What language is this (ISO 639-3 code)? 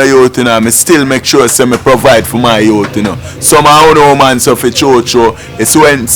jam